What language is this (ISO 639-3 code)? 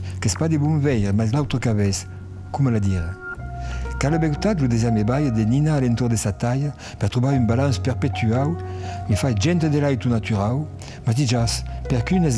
oci